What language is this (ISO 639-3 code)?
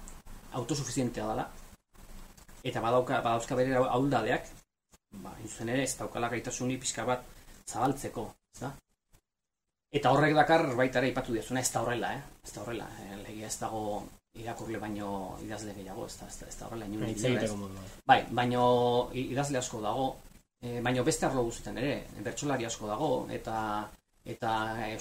eus